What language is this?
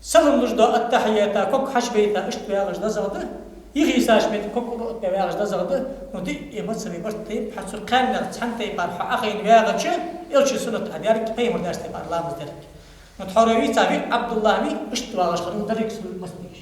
Ingush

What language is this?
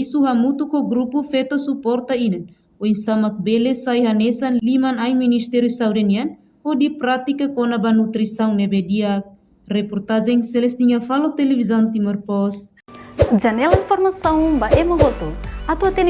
Tetum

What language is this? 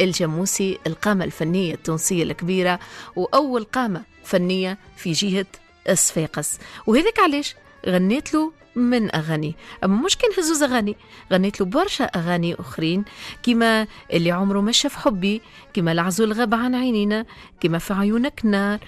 Tunisian Arabic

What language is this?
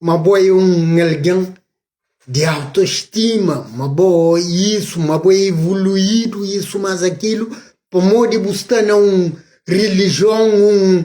Kabuverdianu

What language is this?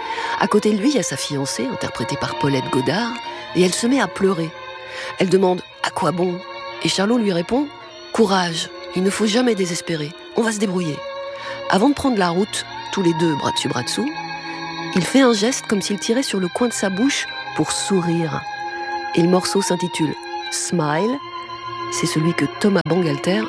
French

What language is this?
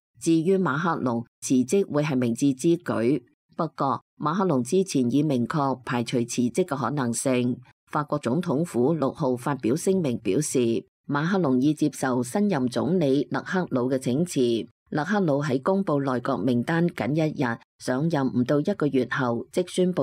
Cantonese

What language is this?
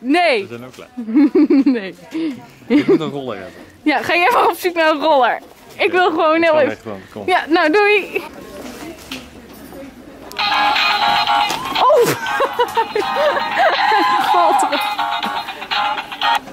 Dutch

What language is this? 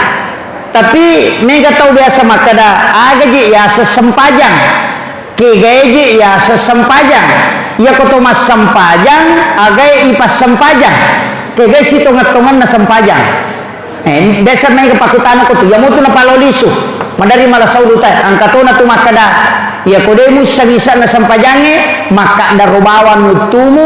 Buginese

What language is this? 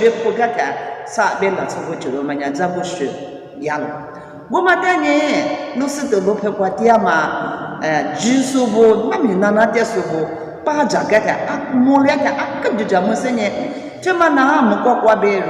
Lisu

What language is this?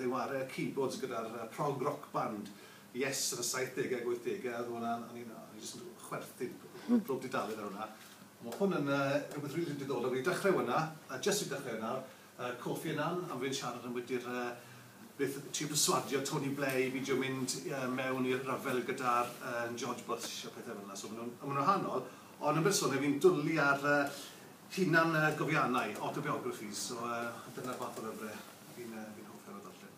Welsh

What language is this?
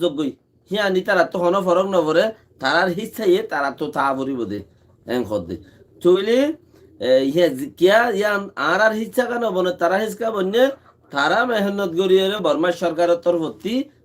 Rohingya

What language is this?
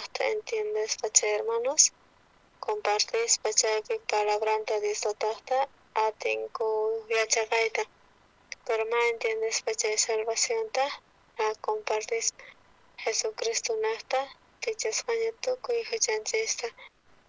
South Bolivian Quechua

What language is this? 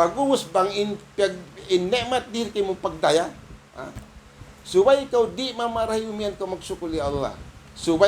Tausug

